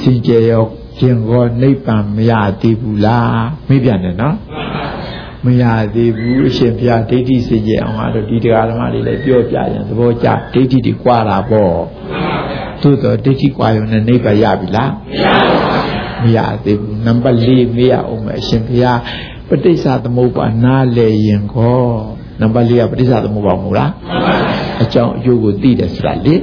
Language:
Burmese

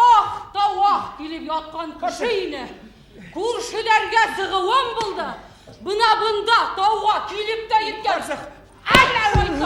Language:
Bashkir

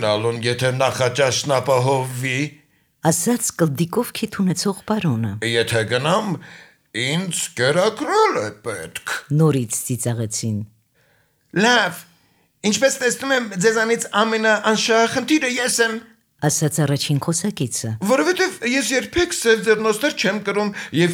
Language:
Armenian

